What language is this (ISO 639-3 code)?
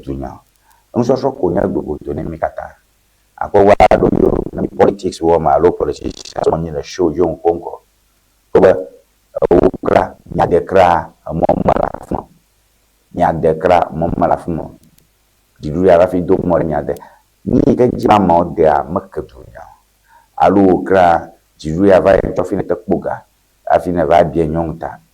ewe